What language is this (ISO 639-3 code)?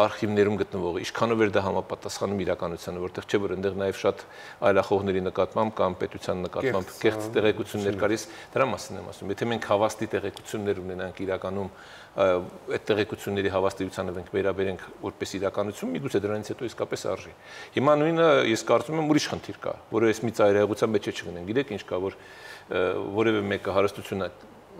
hye